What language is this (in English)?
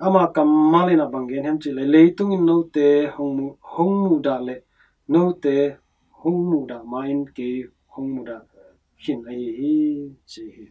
Tedim Chin